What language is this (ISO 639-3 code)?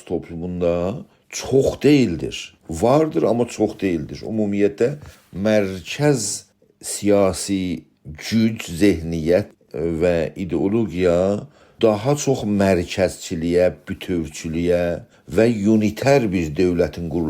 azb